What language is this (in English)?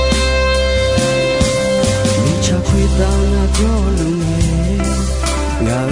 Akha